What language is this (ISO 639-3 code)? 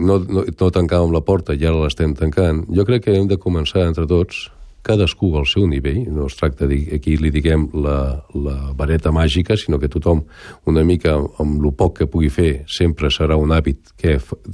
cat